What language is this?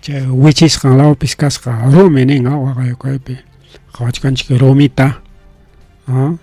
Ayacucho Quechua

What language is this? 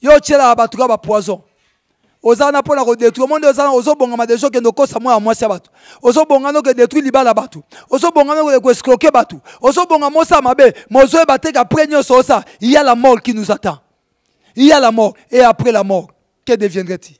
Lingala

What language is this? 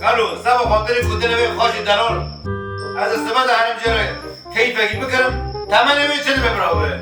Kurdish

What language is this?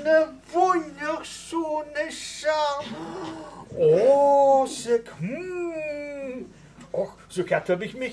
Limburgish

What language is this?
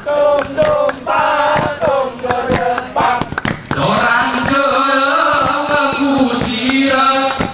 Gayo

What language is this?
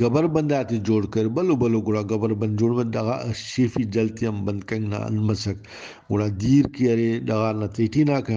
Brahui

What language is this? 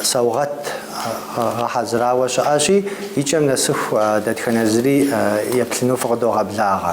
Kabardian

